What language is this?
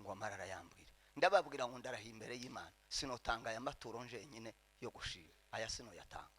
Kinyarwanda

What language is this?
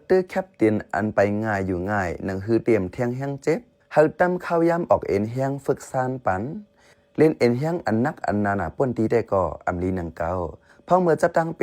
Shan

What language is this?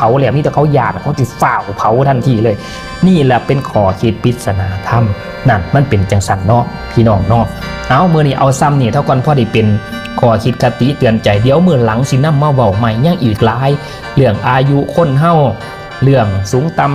Northeastern Thai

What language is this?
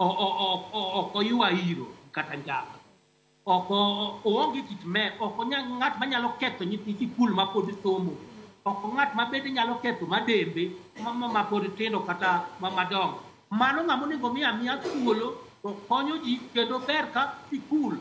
Luo (Kenya and Tanzania)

